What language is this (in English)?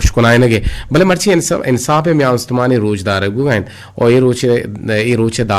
Eastern Balochi